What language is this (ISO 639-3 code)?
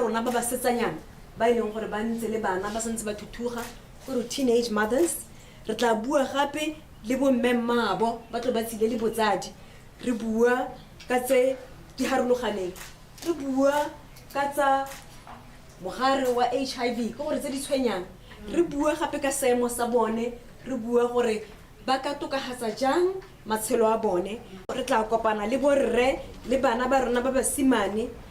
tsn